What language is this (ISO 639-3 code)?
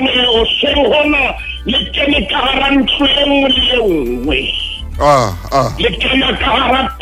sot